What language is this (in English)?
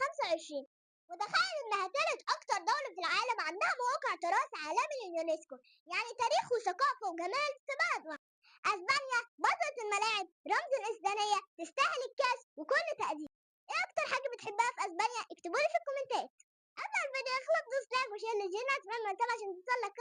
Egyptian Arabic